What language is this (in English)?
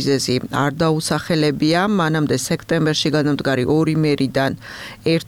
Georgian